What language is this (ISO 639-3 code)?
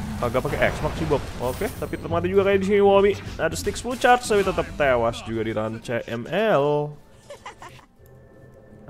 ind